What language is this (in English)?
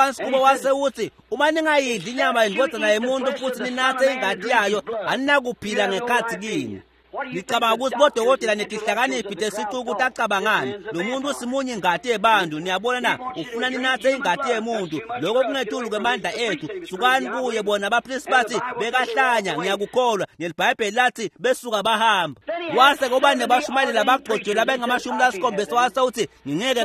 Swati